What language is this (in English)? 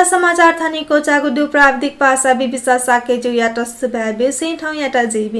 Newari